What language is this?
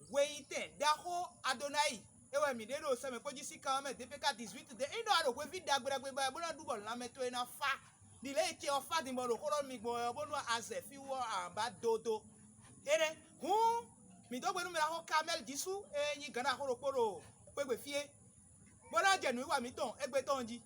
Fon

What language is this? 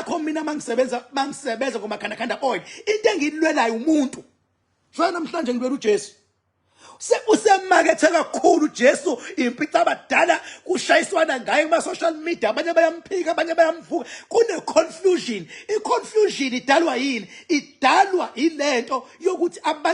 Zulu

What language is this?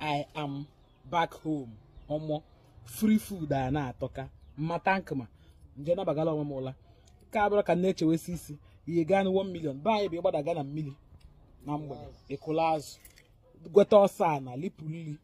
Igbo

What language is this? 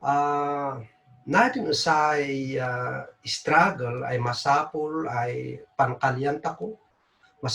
Kankanaey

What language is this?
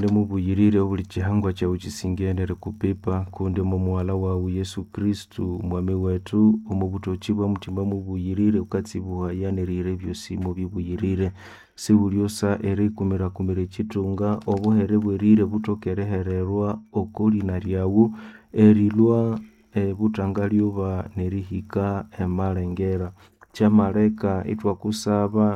Nande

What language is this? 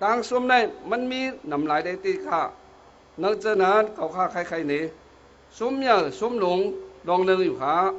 Shan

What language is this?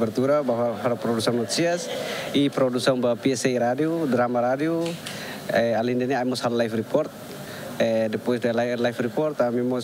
Tetum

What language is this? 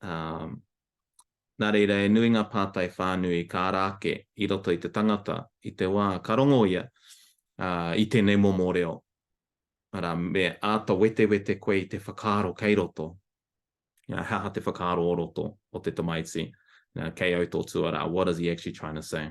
Māori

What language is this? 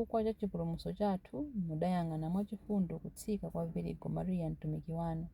Nyanja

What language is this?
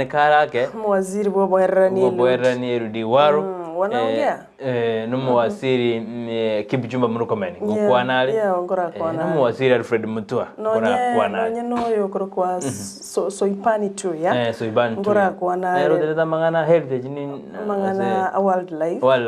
Gusii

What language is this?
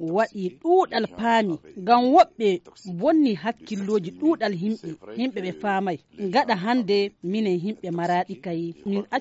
Fula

